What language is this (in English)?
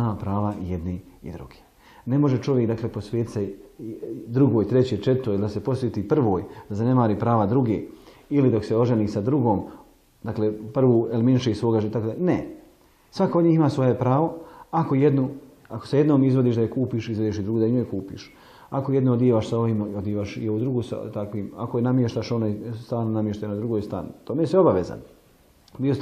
Bosnian